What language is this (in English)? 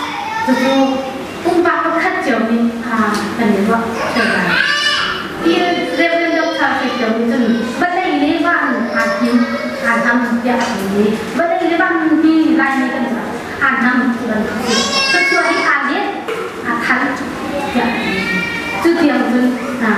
Hakha Chin